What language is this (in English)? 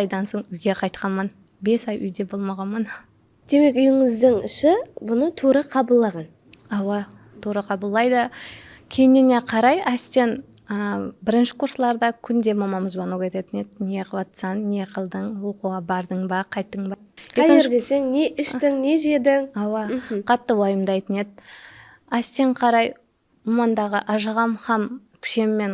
Kara-Kalpak